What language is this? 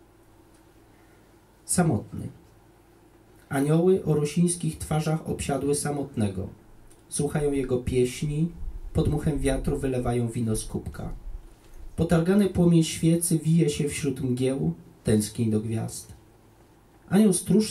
Polish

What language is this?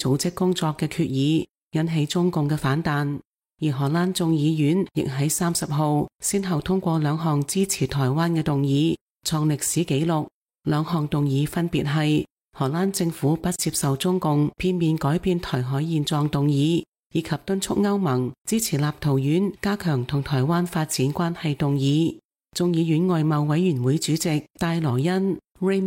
Cantonese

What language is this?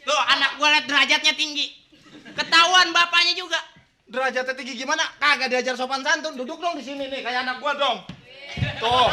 Betawi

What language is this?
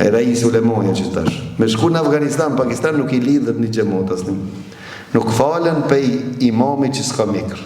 Albanian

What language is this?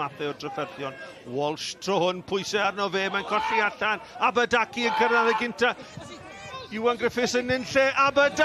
Welsh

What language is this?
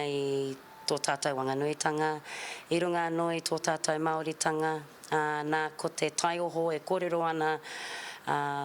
Māori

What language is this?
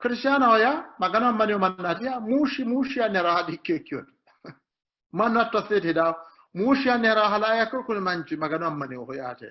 Sidamo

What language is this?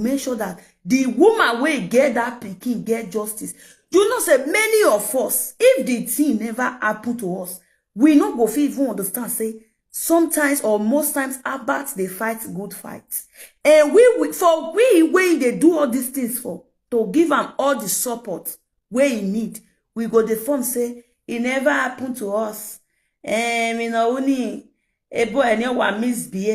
Nigerian Pidgin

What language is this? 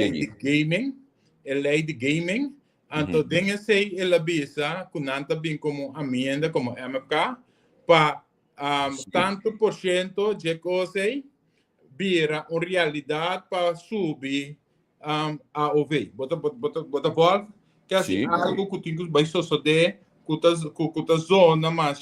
Papiamento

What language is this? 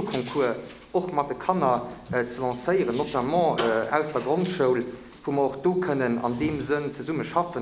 Luxembourgish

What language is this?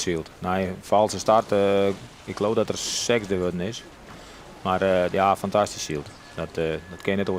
Western Frisian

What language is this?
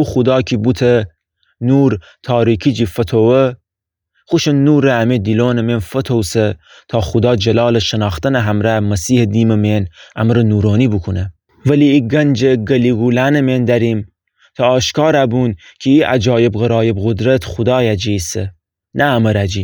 Gilaki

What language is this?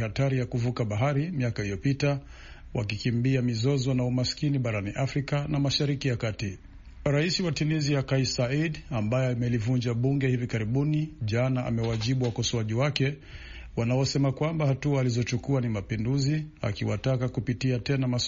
Swahili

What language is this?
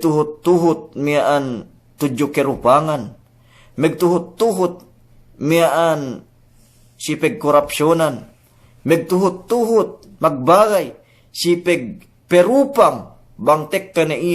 Yakan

